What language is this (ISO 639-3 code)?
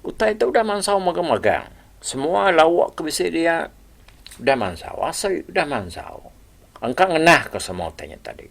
iba